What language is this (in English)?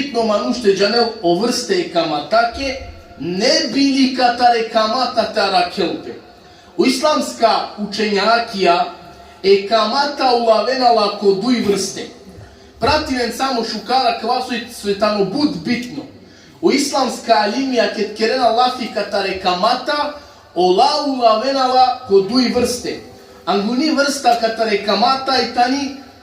Balkan Romani